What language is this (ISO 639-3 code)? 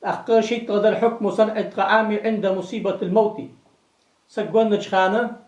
inh